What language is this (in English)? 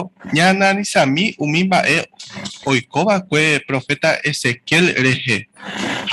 Guarani